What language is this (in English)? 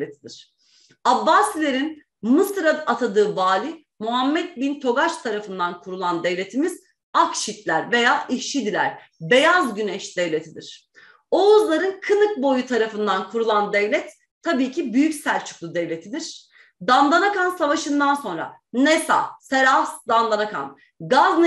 Turkish